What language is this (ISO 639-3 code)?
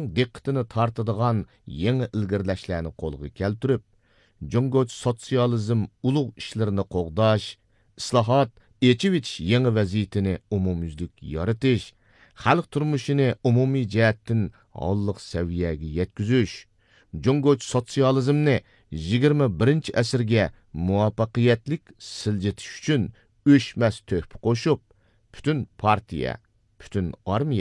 uig